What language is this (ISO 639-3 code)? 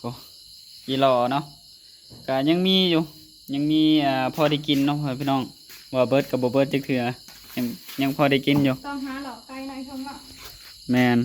tts